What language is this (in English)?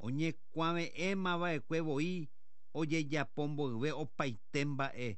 Guarani